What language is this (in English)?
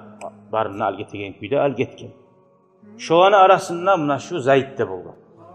Kumyk